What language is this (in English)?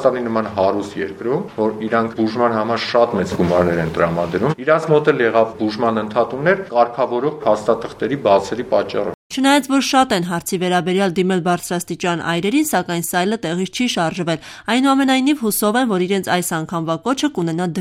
Armenian